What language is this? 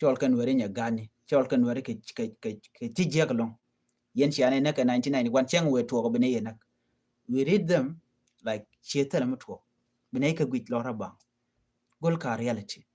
Nuer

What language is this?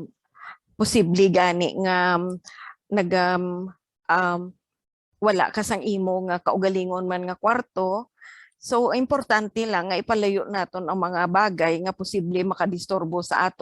Hiligaynon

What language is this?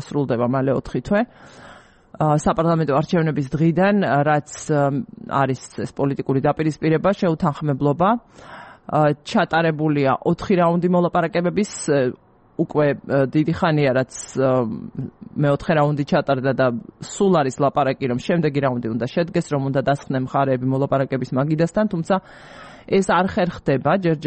Georgian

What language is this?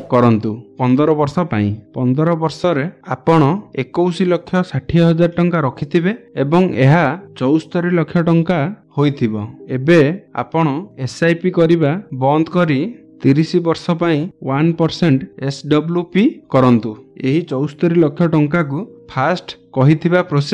Odia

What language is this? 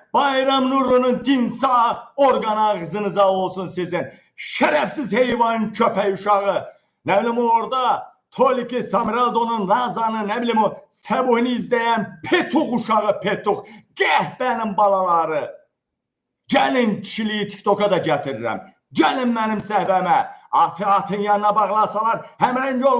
Azerbaijani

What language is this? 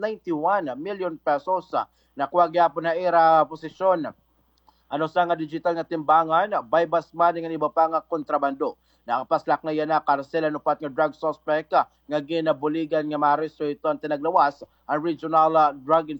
Waray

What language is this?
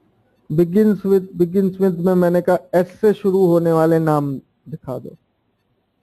Hindi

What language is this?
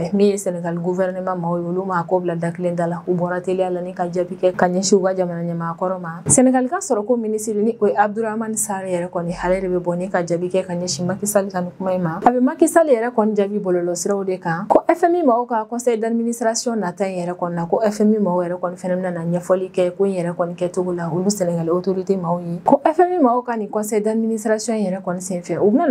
Bambara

